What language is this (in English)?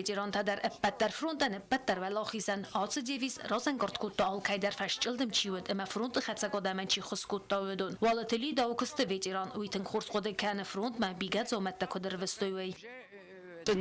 Ossetic